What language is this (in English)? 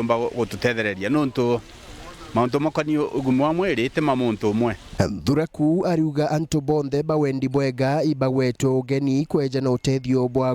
Meru